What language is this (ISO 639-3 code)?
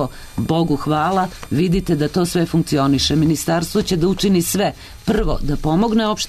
srp